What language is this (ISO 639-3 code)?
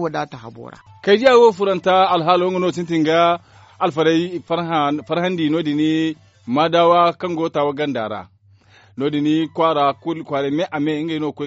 dje